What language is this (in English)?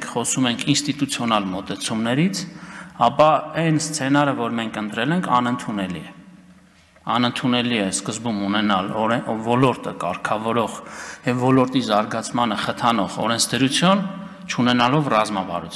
Armenian